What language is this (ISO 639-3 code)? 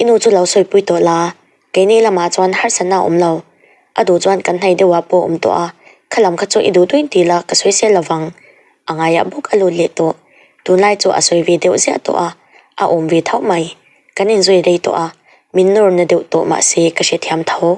lus